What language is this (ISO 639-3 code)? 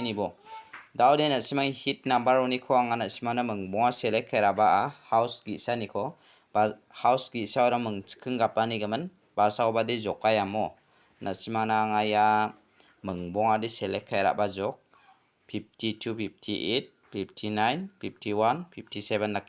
grt